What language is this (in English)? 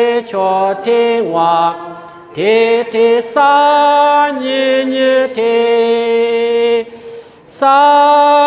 Lisu